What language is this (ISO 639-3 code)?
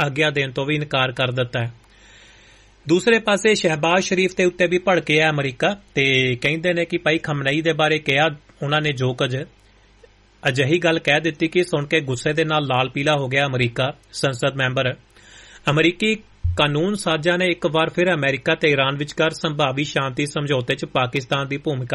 pan